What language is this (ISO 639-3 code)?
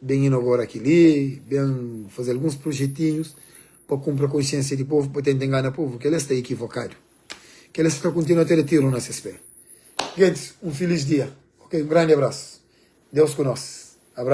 kea